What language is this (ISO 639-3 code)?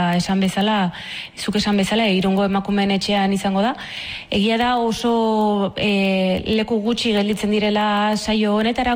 eus